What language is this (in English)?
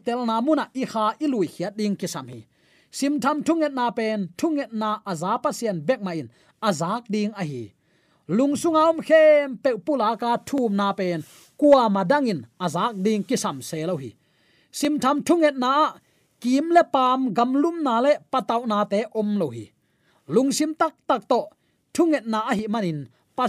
Tedim Chin